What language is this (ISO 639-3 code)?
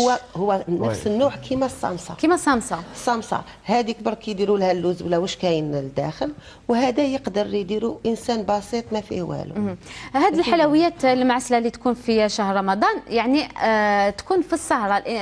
arq